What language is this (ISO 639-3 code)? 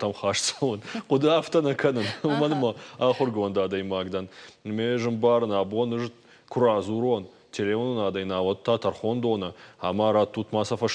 oss